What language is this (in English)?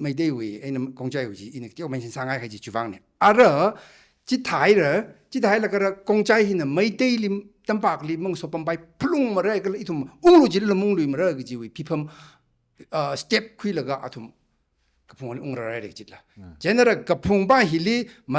Tangkhul Naga (India)